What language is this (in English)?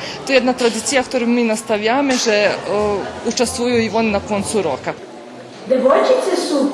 Rusyn